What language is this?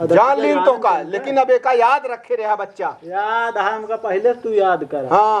Awadhi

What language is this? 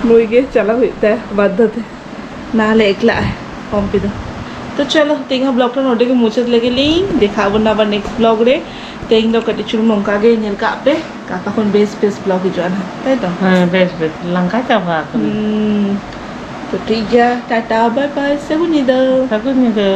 Santali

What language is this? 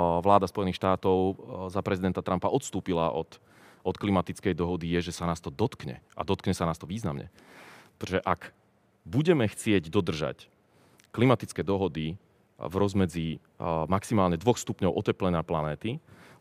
Slovak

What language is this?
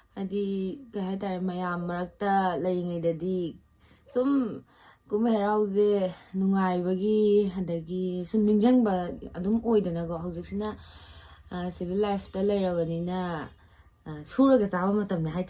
Manipuri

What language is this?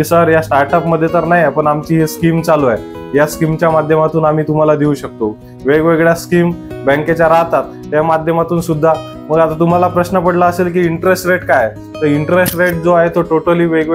Marathi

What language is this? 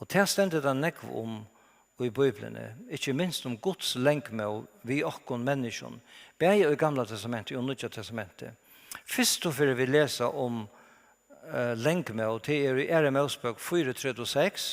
Faroese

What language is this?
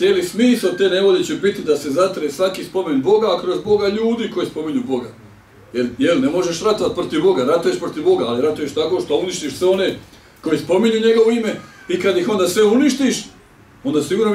Bosnian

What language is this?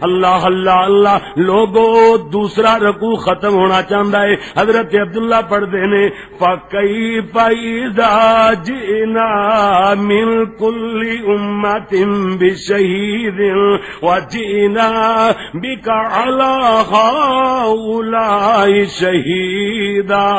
Western Panjabi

